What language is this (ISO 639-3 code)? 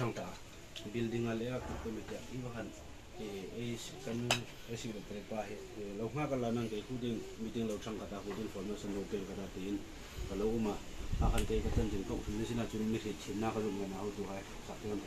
hmr